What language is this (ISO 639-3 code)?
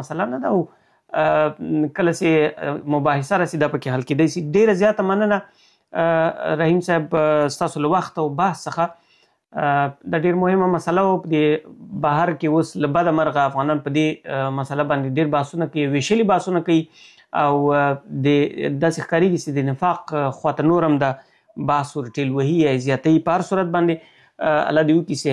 pus